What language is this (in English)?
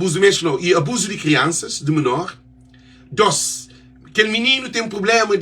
Kabuverdianu